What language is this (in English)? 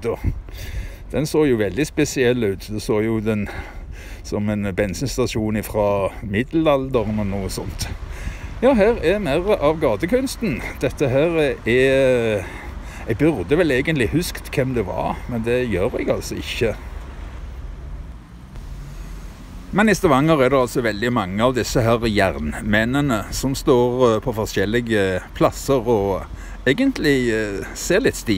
Norwegian